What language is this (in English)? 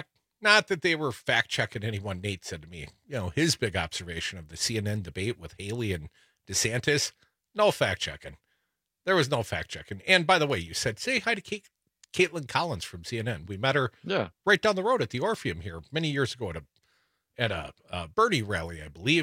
English